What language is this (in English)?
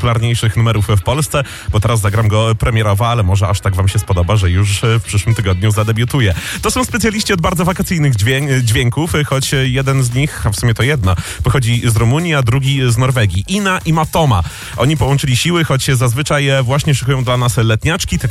Polish